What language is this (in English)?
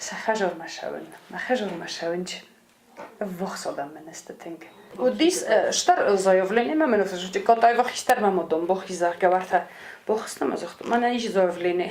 Ossetic